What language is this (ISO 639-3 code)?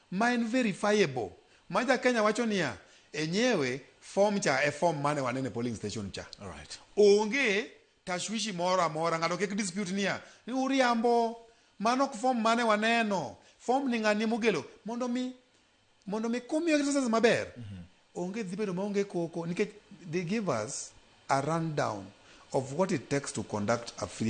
luo